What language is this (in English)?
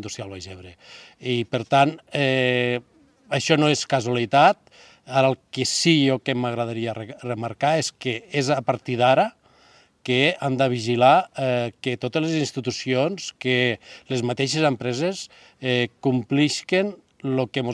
Catalan